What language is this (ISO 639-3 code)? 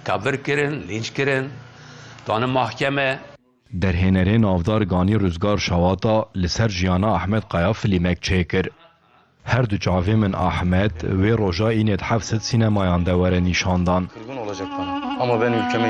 kur